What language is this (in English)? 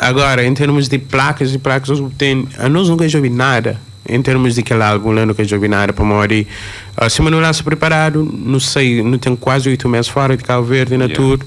Kabuverdianu